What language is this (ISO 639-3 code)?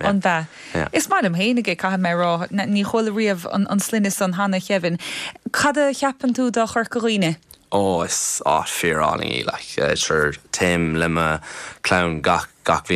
gle